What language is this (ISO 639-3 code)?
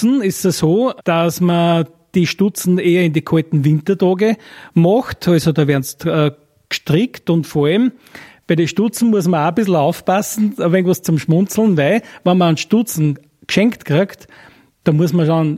deu